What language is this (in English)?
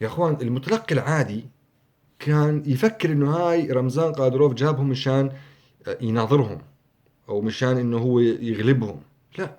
North Levantine Arabic